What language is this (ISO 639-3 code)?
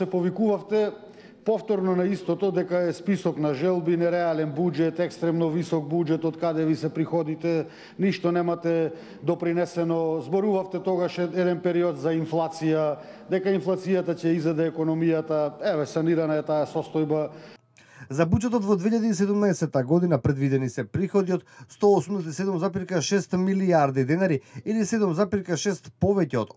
mkd